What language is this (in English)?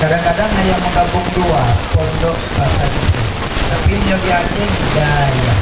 Achinese